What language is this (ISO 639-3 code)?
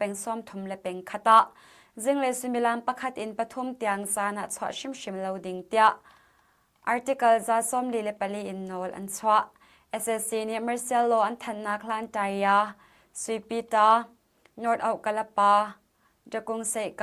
cnh